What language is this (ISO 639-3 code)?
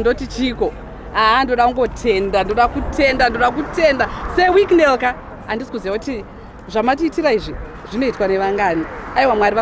sna